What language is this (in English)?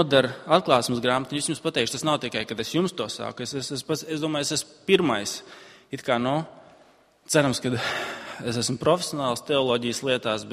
Latvian